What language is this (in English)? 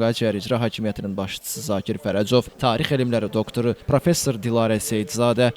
Azerbaijani